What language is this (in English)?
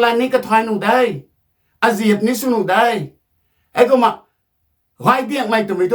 Rongmei Naga